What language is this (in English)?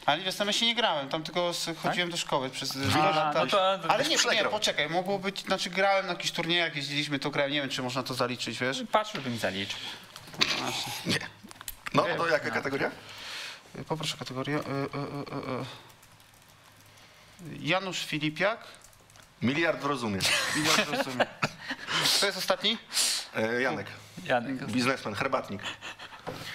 Polish